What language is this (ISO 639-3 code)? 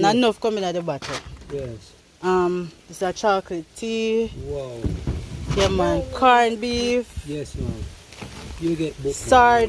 jam